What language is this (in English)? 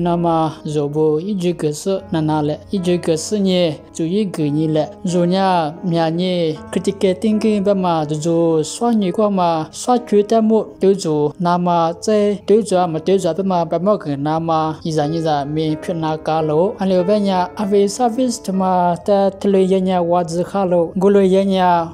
Lisu